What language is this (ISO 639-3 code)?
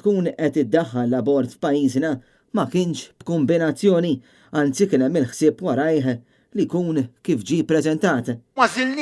mlt